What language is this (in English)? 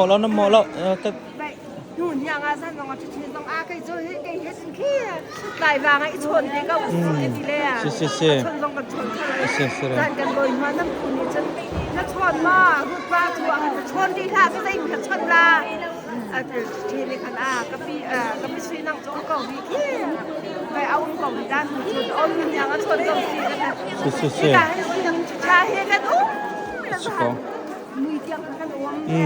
Hakha Chin